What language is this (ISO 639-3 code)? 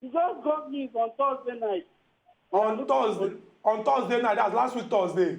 pcm